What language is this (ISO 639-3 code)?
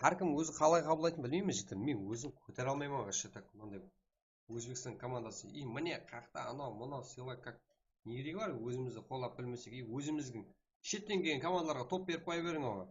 kaa